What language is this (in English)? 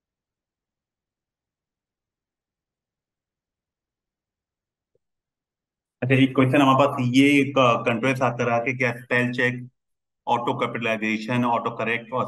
Hindi